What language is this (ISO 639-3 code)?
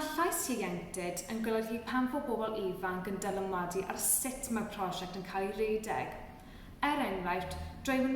cym